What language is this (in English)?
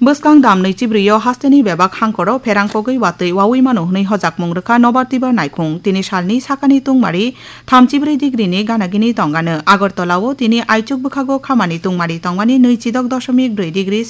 Kok Borok